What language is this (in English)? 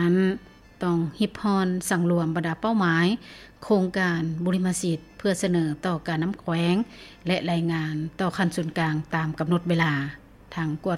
Lao